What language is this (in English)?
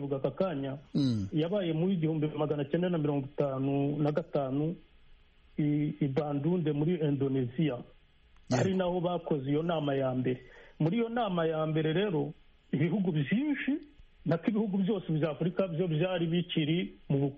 Kinyarwanda